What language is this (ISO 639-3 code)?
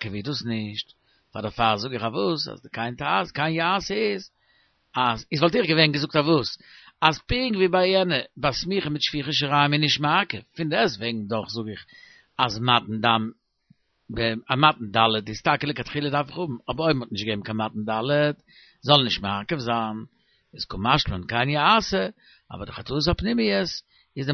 yid